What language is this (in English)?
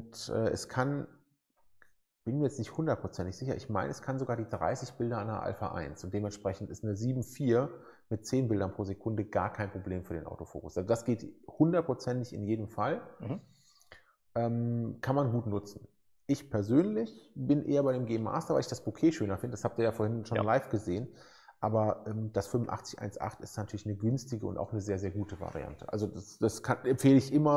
German